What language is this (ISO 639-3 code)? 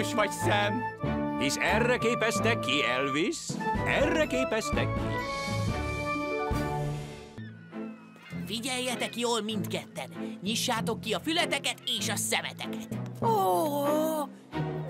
hun